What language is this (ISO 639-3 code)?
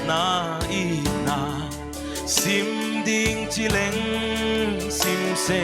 pck